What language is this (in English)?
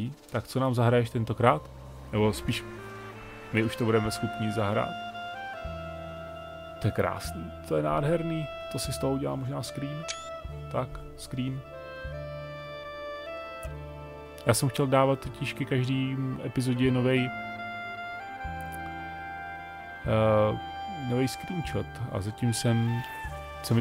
Czech